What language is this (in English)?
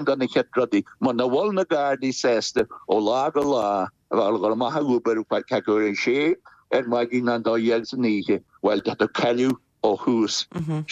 Irish